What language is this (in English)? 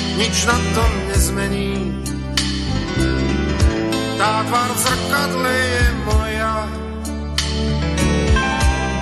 Slovak